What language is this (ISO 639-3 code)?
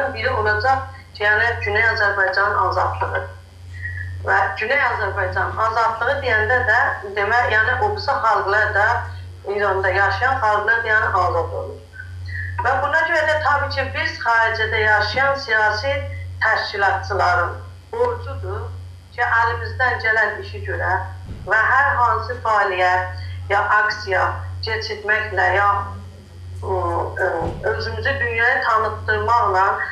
azb